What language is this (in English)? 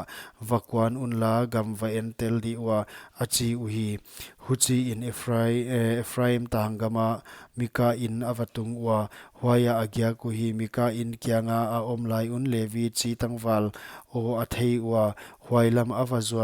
Paite Chin